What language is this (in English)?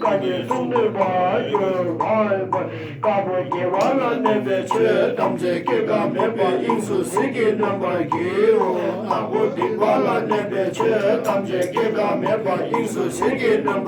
Tibetan